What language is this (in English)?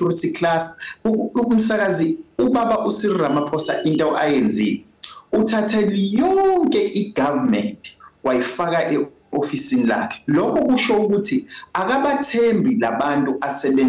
Zulu